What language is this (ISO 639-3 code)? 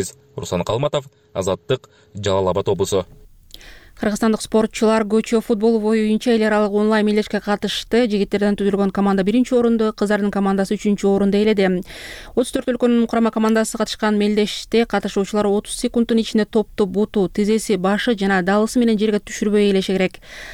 kir